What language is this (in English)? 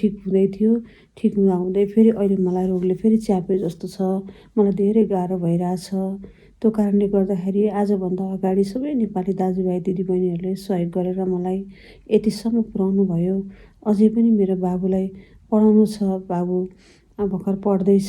Nepali